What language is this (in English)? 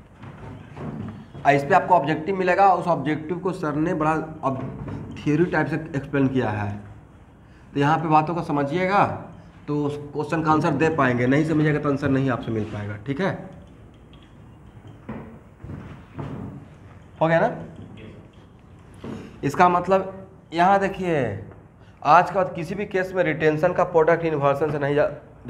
Hindi